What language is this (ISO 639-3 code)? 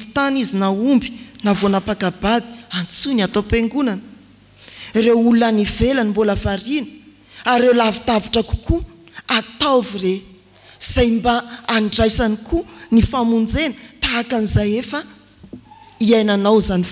mlg